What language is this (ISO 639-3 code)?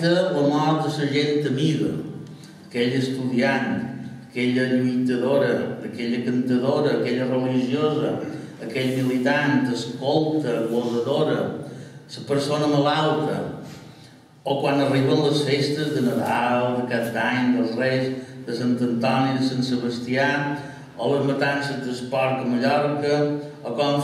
cat